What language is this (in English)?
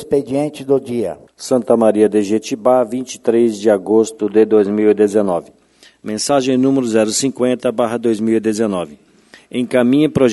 Portuguese